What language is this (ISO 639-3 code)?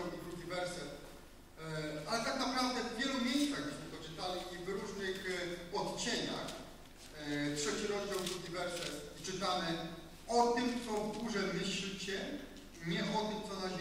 pol